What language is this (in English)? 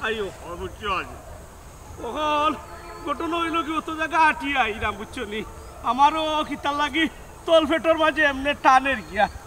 Sylheti